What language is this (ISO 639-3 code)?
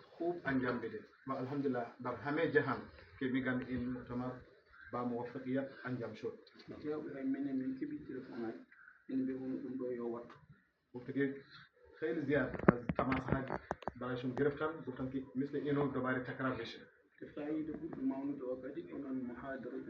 ful